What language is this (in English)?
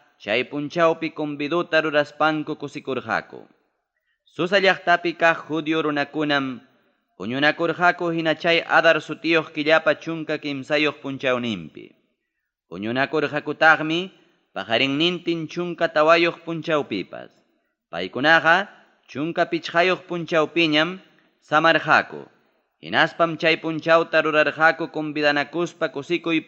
Ayacucho Quechua